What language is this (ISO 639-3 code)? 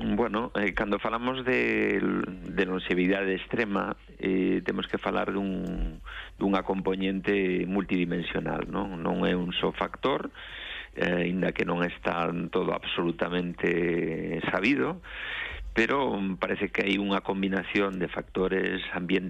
glg